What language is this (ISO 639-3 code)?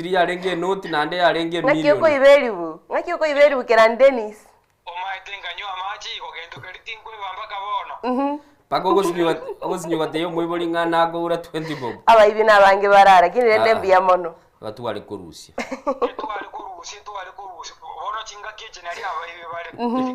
guz